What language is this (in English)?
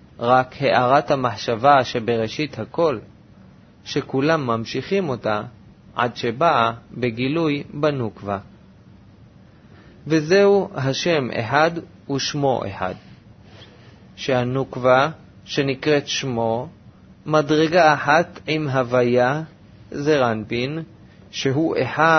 Hebrew